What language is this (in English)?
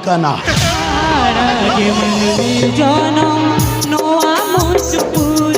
Santali